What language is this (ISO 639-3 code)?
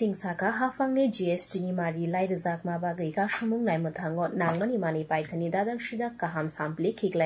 trp